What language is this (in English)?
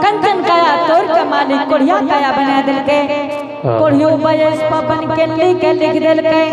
Angika